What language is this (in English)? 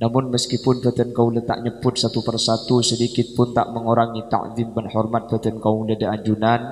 Madurese